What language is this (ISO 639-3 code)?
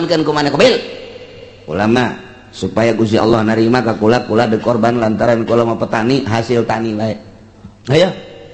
sun